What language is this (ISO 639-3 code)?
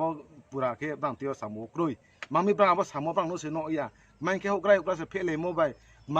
ria